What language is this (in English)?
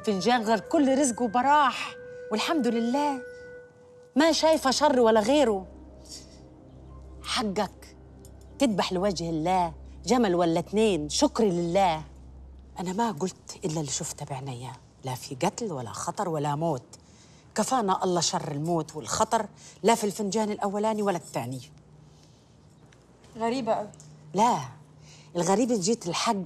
Egyptian Arabic